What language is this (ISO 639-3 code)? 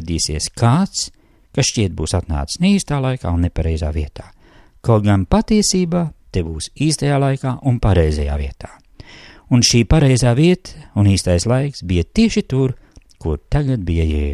lav